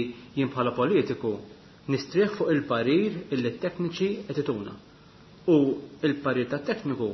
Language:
Maltese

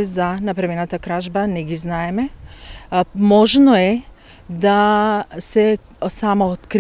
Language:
Macedonian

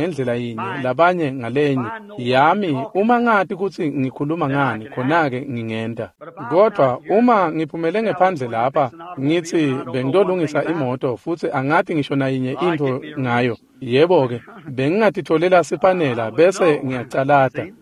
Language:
Swati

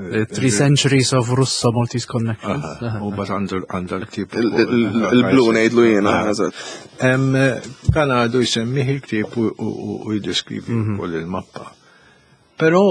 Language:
Maltese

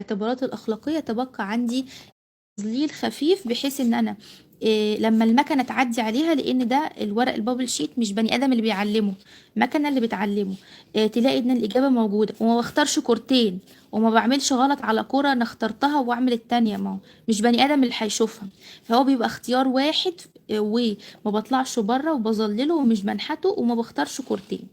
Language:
Egyptian Arabic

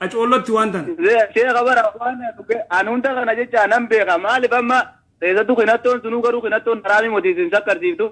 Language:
Oromo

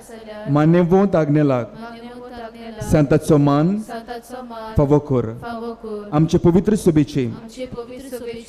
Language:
Konkani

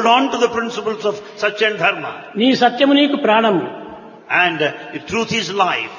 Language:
Telugu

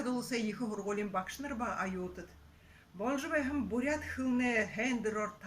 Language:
Buriat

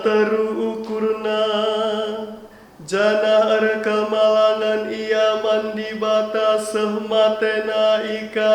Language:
Batak Karo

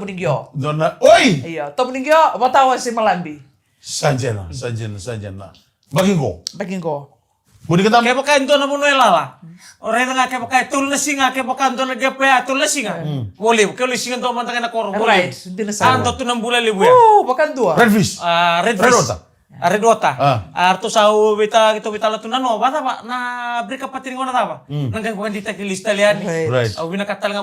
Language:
Fijian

